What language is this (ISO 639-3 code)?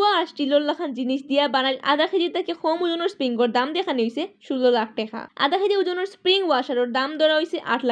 syl